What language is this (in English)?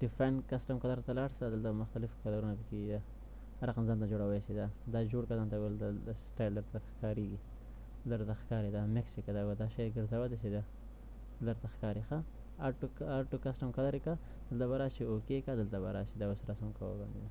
Pashto